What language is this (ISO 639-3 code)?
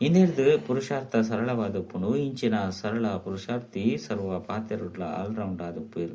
tcy